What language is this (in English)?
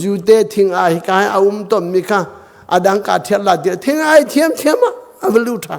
Hakha Chin